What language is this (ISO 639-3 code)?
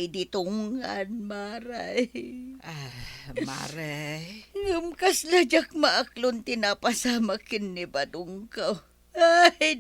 ilo